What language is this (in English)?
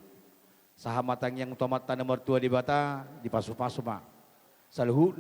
Batak Toba